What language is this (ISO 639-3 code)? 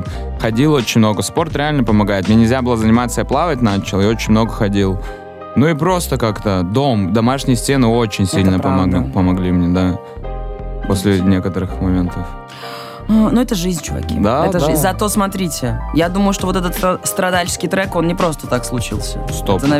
rus